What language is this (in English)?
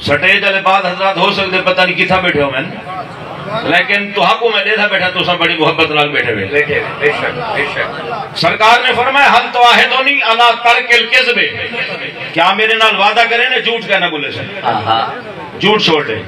Saraiki